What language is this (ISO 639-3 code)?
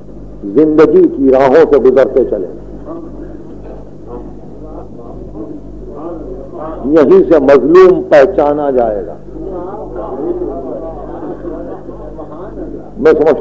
urd